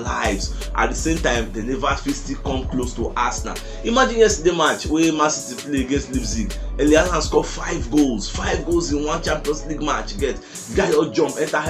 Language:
Nigerian Pidgin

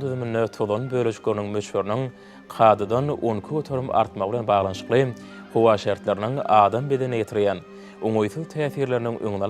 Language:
Turkmen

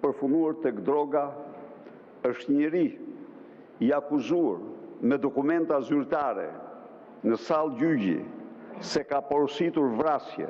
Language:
Albanian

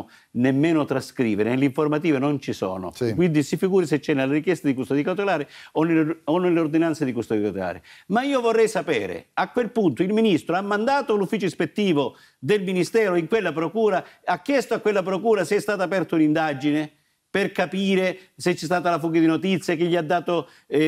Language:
Italian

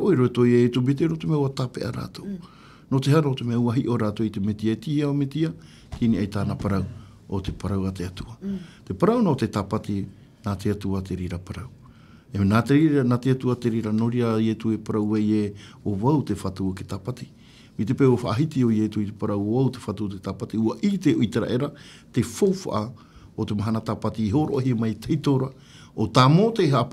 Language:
Tahitian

